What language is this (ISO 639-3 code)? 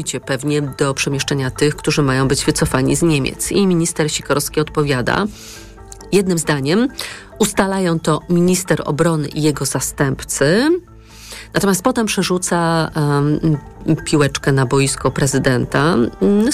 pol